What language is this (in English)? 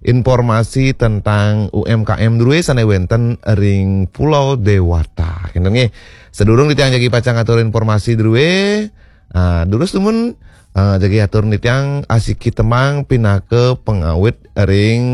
Balinese